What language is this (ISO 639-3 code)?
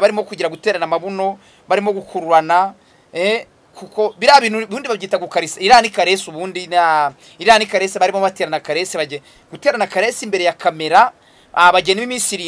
kin